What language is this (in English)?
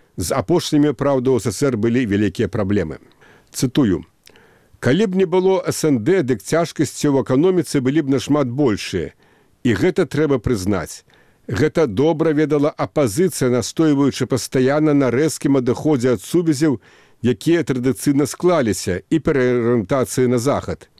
Belarusian